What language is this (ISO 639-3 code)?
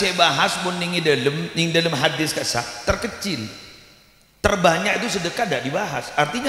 mad